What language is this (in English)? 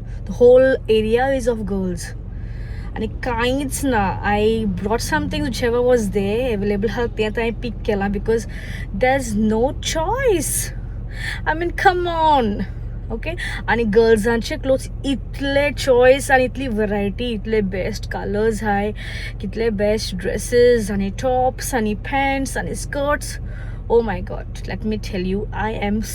Konkani